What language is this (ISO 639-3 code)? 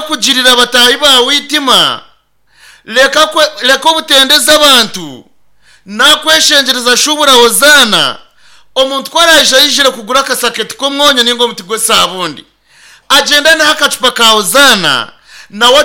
nyn